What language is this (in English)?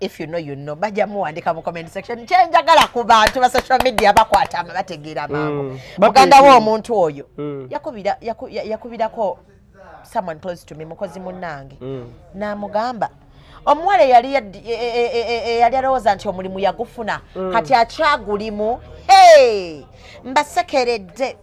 Ganda